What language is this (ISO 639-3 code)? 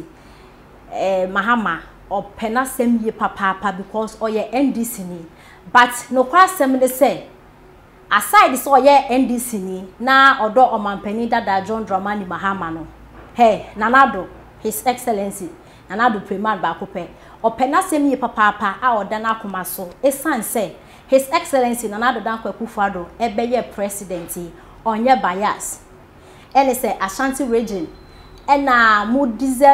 aka